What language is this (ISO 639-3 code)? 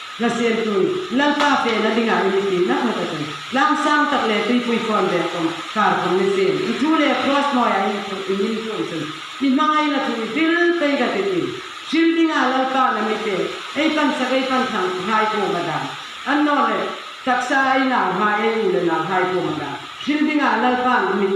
hmr